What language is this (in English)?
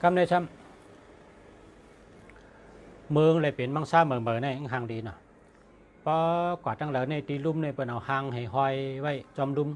Shan